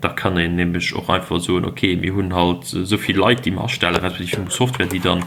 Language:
Luxembourgish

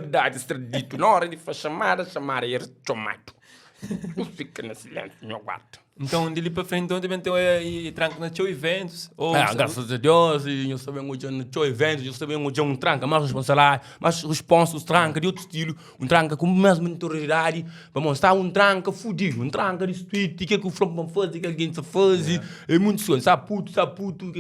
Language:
Kabuverdianu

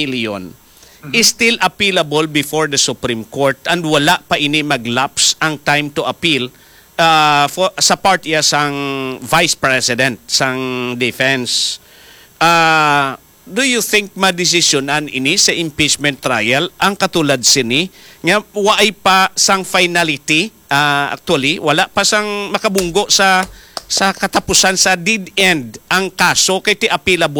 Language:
Hiligaynon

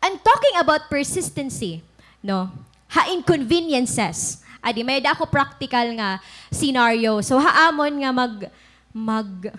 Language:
Waray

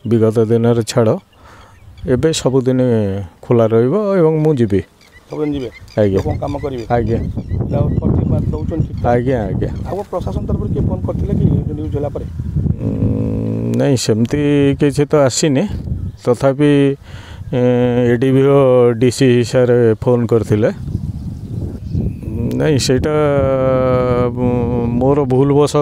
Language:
Odia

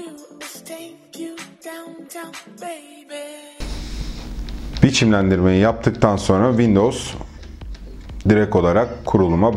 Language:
Turkish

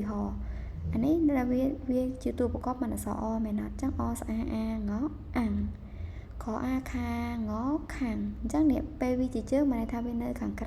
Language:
Khmer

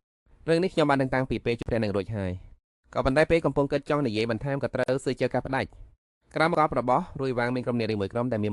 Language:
Khmer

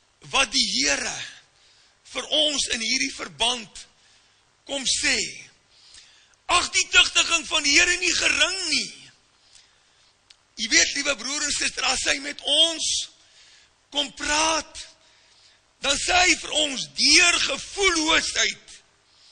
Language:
Afrikaans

